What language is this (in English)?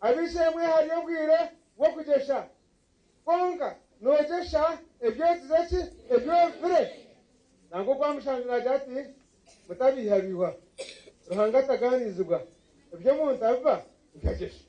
Nyankole